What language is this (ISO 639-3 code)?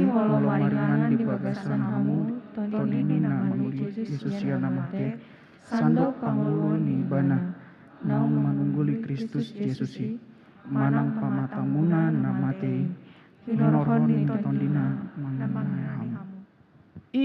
bbc